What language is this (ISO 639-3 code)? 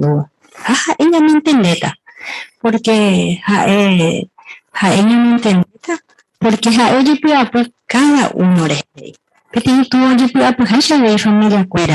grn